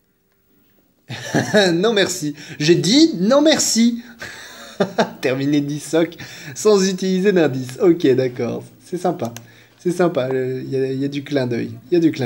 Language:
French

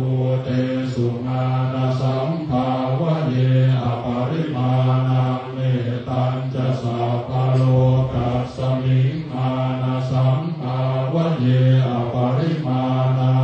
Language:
Pali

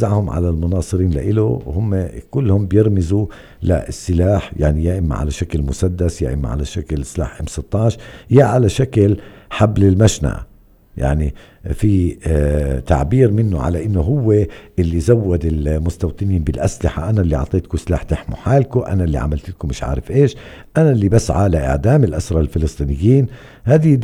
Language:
North Levantine Arabic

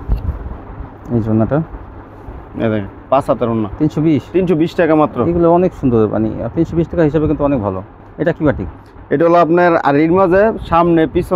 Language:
Bangla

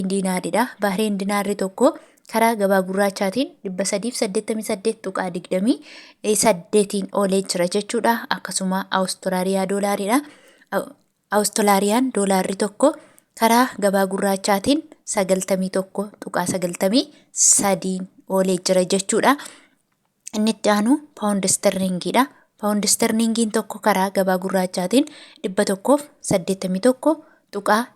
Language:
Oromo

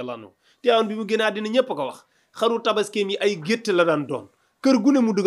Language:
Wolof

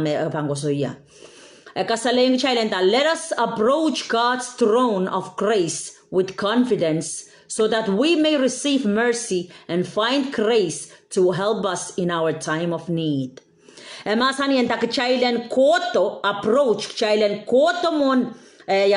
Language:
Pohnpeian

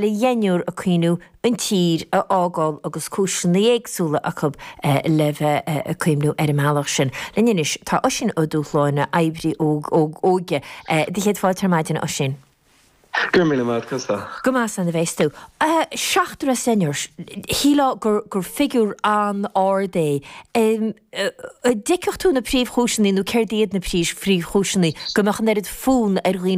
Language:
Irish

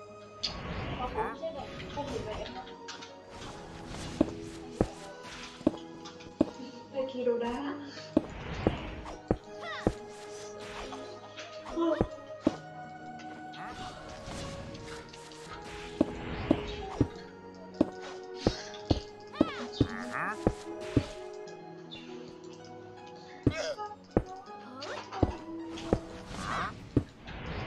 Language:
Vietnamese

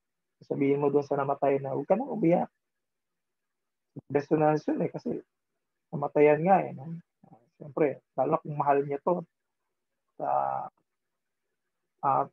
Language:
Filipino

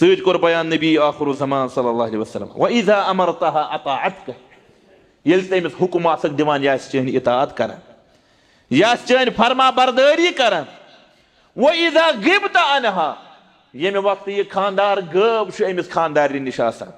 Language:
Kashmiri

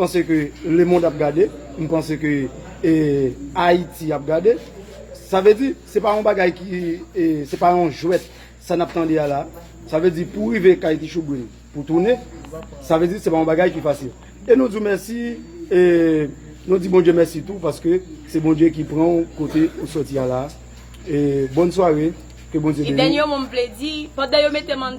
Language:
Haitian Creole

